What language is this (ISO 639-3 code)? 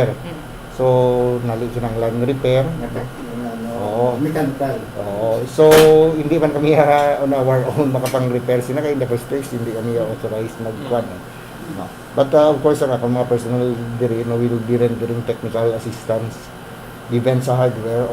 hil